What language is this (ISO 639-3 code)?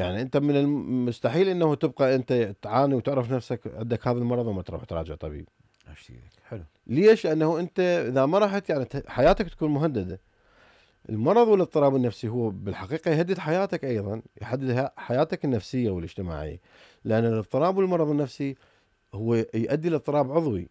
acm